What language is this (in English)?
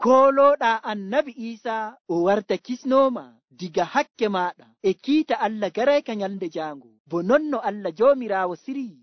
Nigerian Fulfulde